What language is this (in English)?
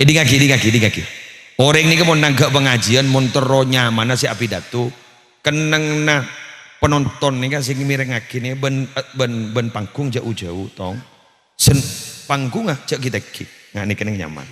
Madurese